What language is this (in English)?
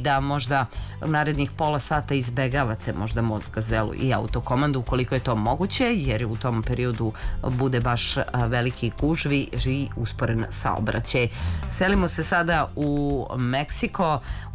Serbian